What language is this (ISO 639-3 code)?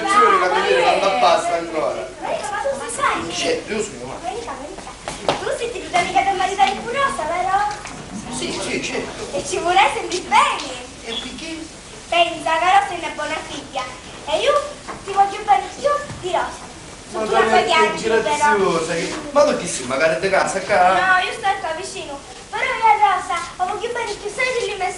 scn